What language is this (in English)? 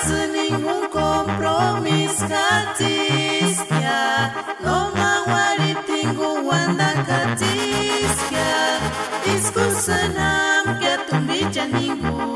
Purepecha